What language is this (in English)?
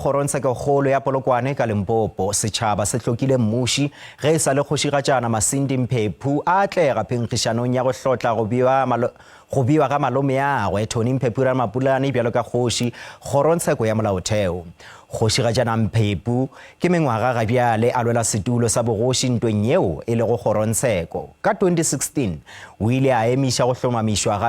Northern Sotho